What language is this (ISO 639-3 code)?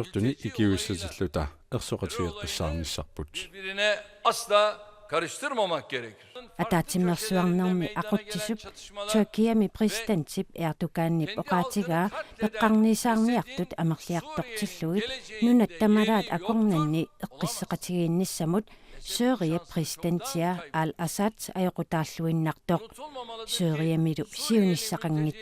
kal